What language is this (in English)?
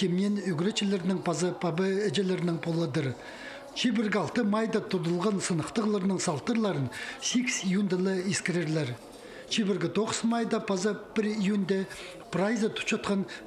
Khakas